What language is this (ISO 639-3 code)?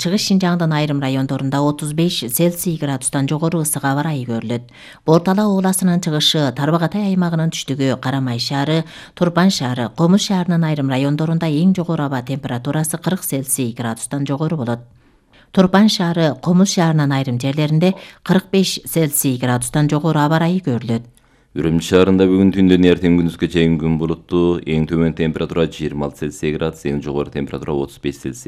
kir